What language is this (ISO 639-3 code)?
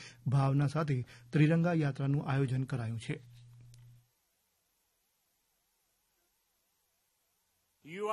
guj